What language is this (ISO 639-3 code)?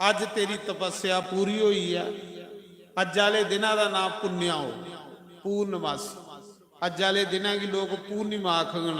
doi